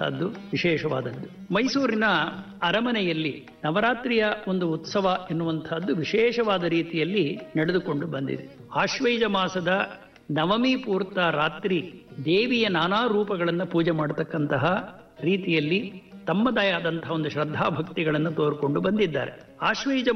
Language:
Kannada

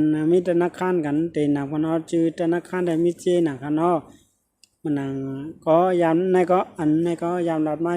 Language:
Shan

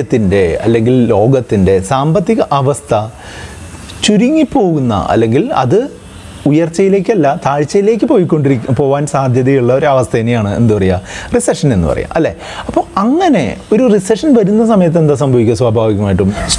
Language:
Malayalam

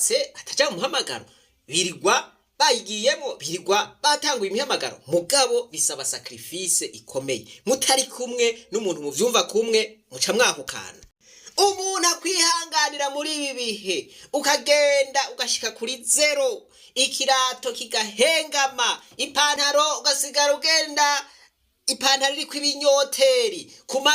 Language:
Rundi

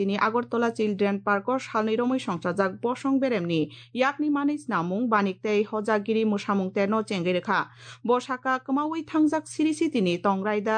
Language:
Kok Borok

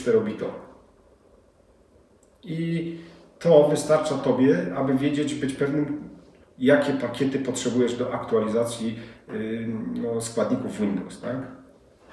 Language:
Polish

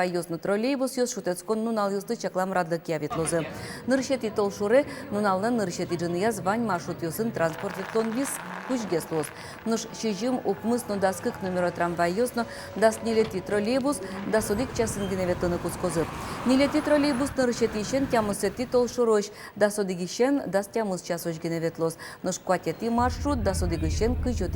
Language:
Udmurt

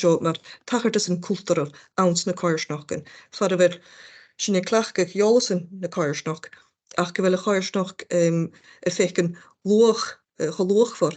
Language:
Scottish Gaelic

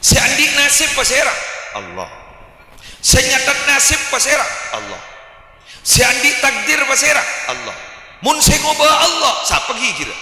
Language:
Madurese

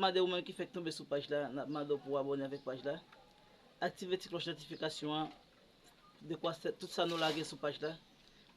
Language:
Haitian Creole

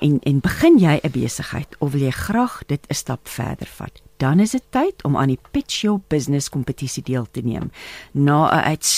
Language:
Afrikaans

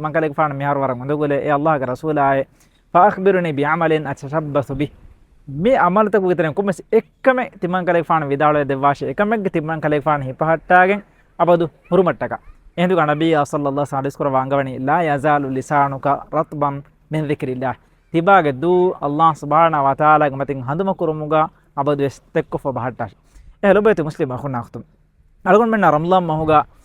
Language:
Divehi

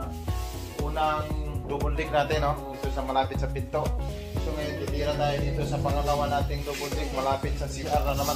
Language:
Filipino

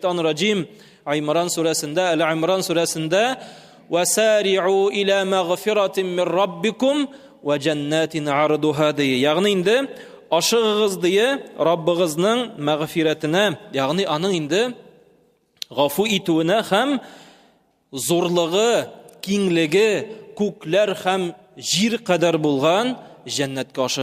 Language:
Tatar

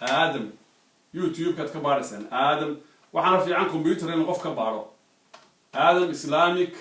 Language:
Somali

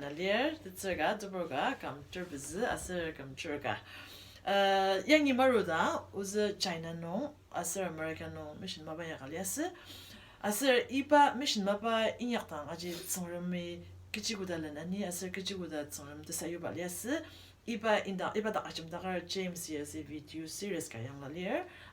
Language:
Ao Naga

